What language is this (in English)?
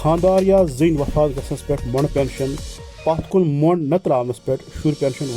Kashmiri